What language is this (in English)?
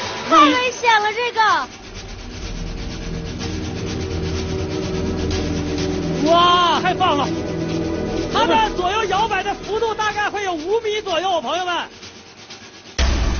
Chinese